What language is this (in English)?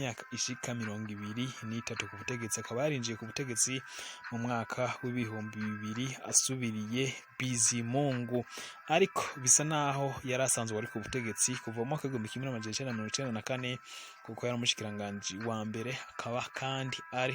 Rundi